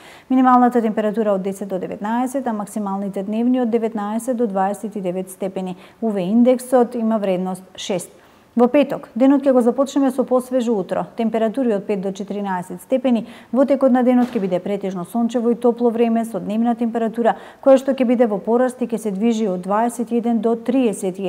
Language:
Macedonian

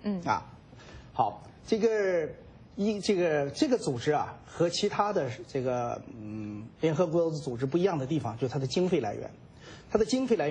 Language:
Chinese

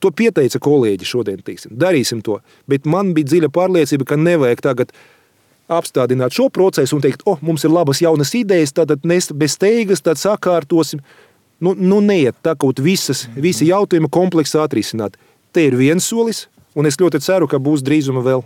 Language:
Latvian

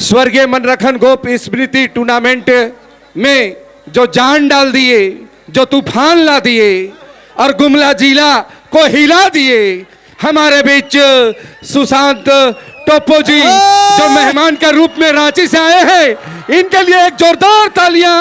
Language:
Sadri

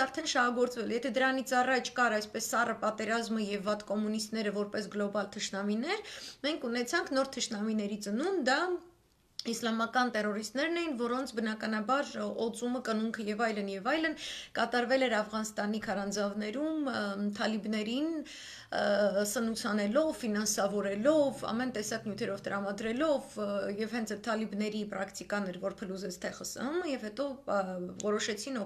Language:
Armenian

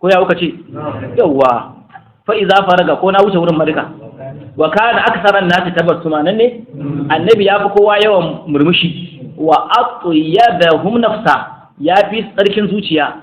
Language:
Hausa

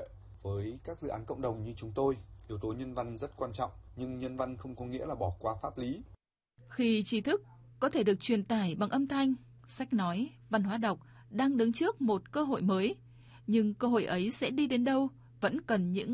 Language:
Vietnamese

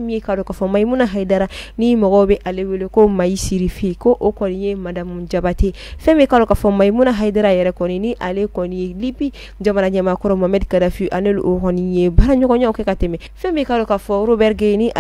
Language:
Bambara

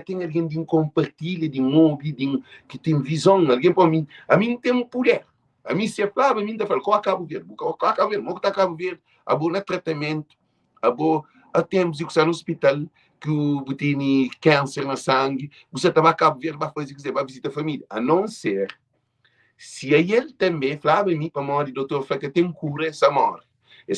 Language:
Kabuverdianu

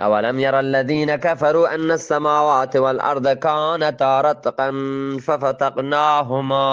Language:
Eastern Balochi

